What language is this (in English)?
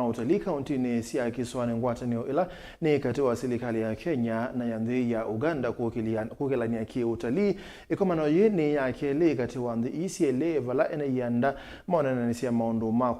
Kamba